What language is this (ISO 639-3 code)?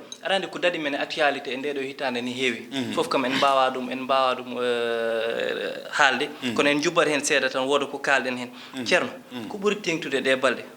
ful